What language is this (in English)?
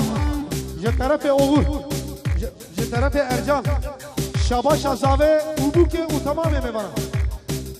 Kurdish